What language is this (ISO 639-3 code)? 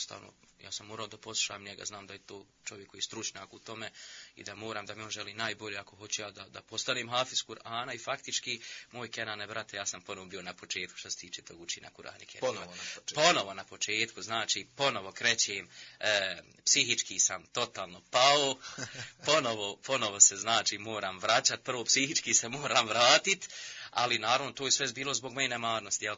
bos